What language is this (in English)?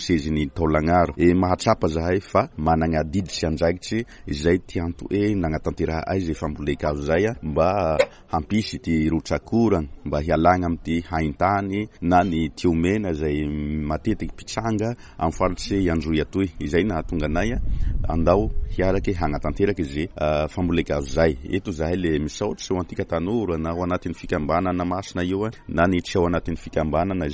Malagasy